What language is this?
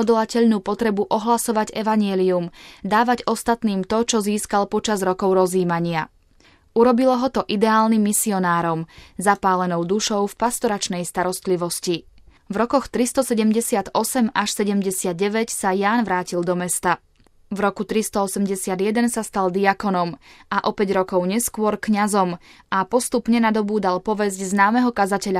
Slovak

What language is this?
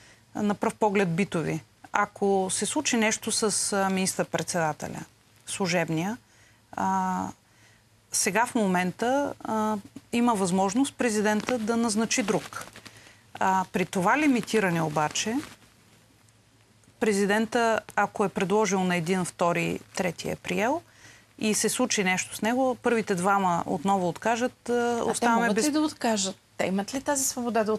Bulgarian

